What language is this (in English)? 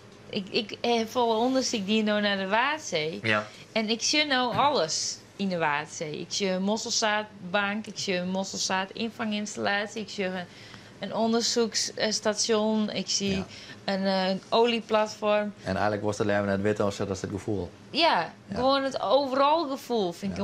Western Frisian